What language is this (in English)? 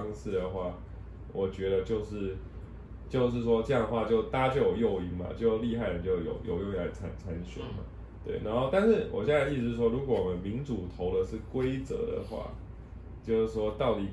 Chinese